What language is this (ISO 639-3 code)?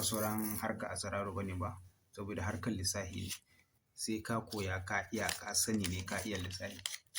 hau